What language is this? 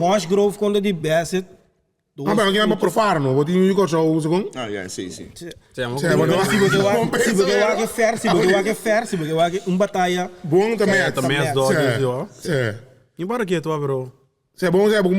Papiamento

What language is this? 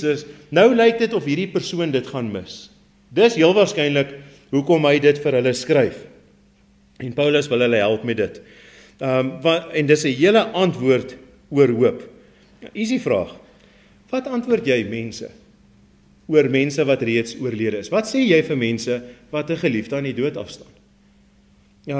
Afrikaans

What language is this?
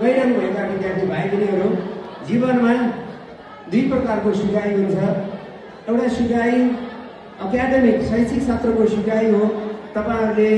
Nepali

